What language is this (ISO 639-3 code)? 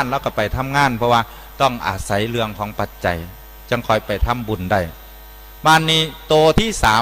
tts